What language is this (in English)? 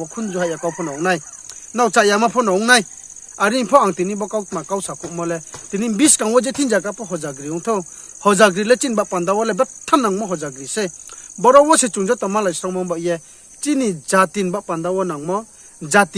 Riang (India)